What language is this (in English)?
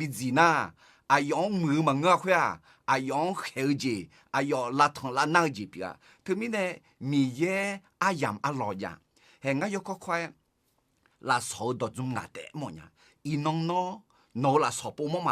Akha